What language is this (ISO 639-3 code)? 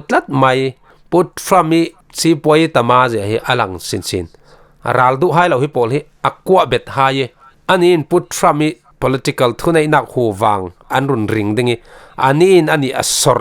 cfm